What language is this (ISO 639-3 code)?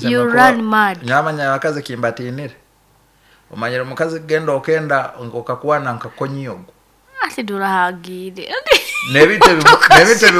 nyo